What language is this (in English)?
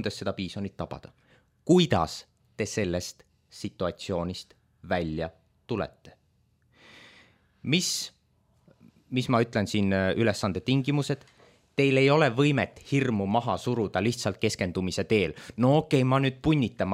Estonian